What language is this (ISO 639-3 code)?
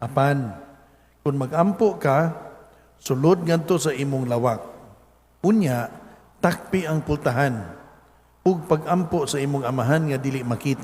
ceb